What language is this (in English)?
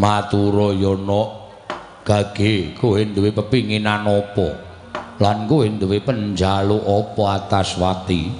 Javanese